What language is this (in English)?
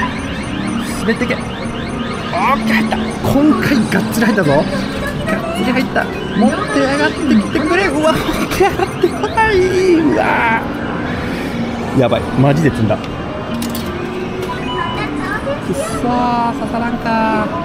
Japanese